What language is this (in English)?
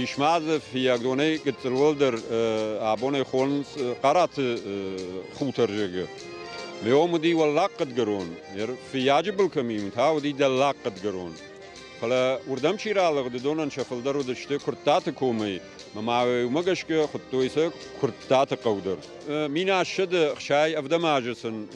Ossetic